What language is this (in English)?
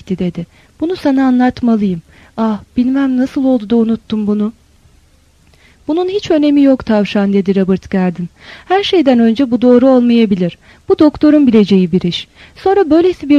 Turkish